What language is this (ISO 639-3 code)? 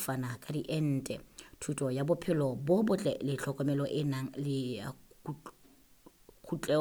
sot